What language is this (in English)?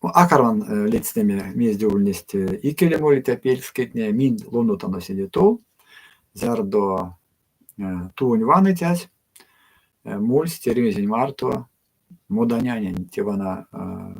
Erzya